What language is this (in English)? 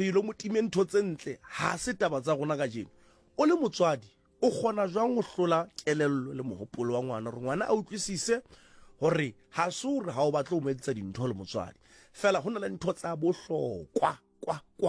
Southern Sotho